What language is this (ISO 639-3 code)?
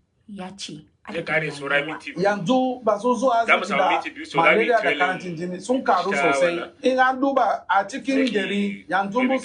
hau